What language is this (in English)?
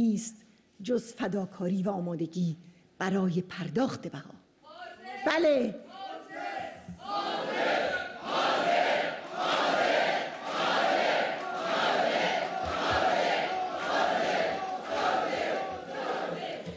Persian